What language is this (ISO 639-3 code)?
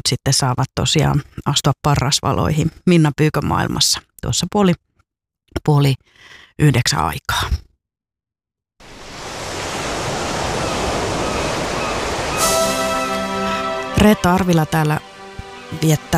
fin